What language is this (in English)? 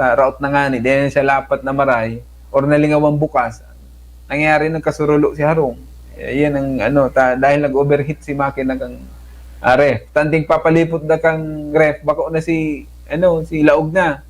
Bikol